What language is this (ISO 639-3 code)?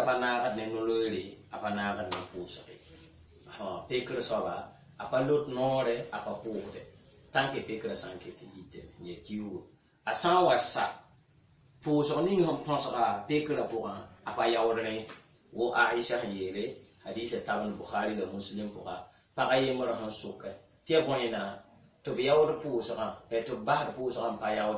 mos